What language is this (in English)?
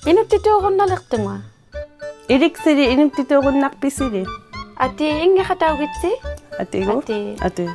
Inuktitut